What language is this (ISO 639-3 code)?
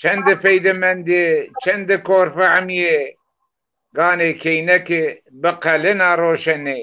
zza